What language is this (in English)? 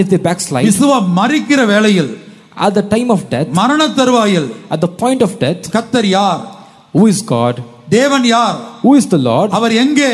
Tamil